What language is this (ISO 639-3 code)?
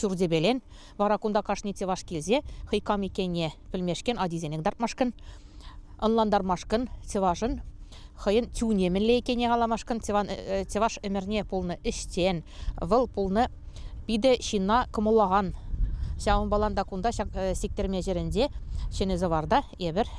chv